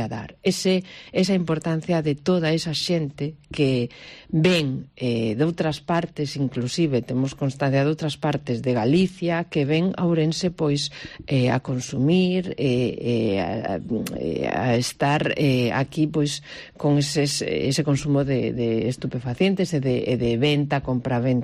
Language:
Galician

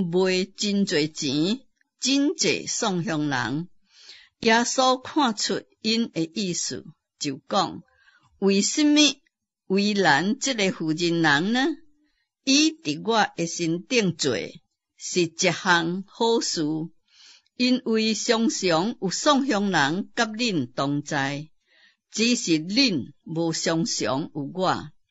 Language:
Min Nan Chinese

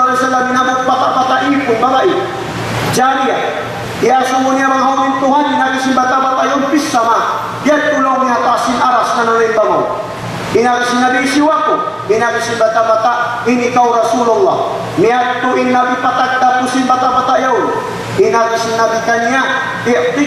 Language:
Tausug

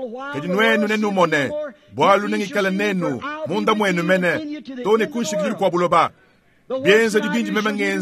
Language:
Luba-Lulua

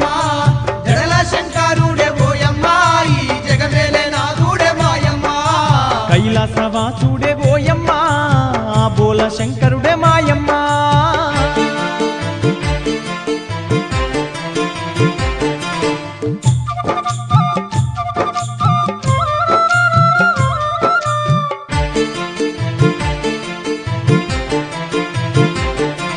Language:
Telugu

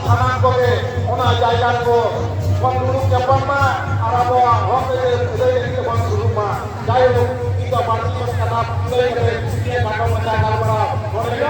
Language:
Santali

